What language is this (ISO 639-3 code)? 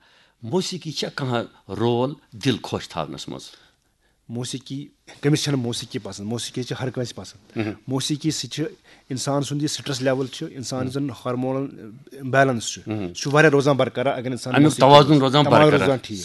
kas